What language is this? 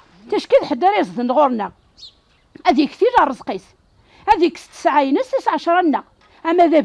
Kabyle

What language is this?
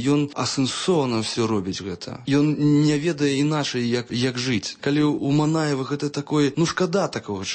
Belarusian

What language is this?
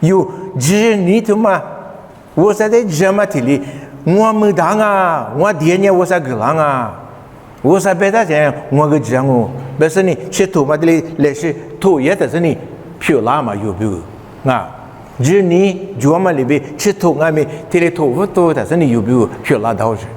Lisu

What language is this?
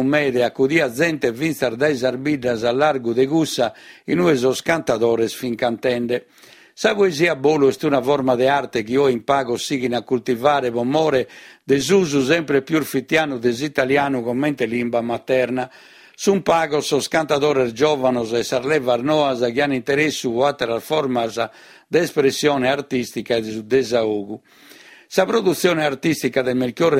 Sardinian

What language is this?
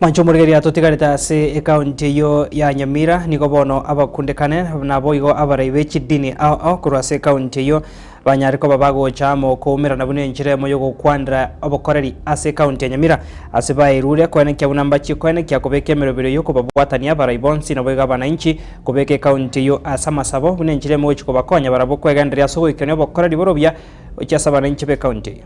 Gusii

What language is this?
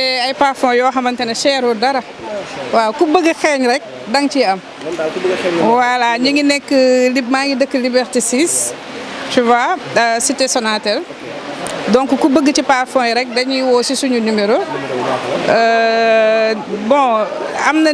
Wolof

